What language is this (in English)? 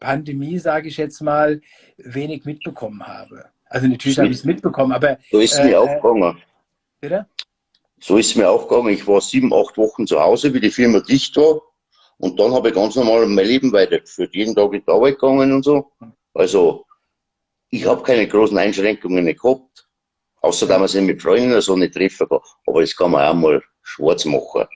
Bavarian